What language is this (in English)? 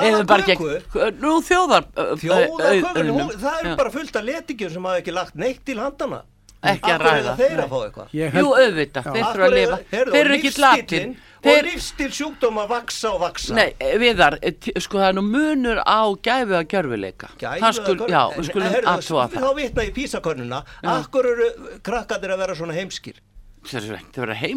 Icelandic